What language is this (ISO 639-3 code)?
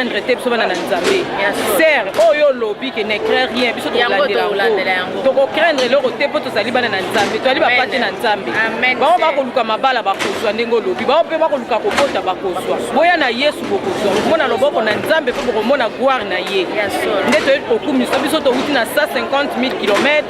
lin